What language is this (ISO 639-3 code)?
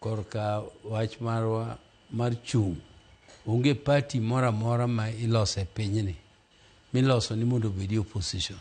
luo